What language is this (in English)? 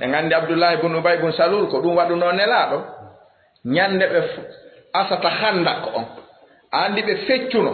Fula